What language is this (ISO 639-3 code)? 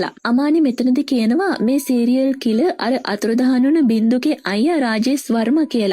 sin